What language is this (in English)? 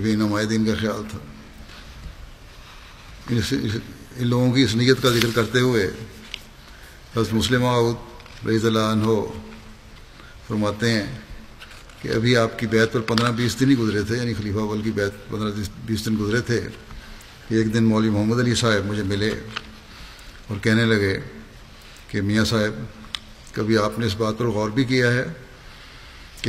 Urdu